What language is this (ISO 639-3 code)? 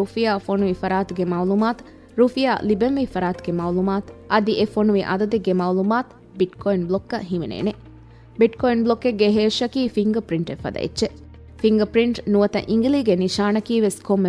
div